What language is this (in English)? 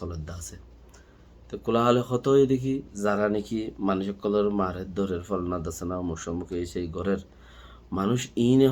Rohingya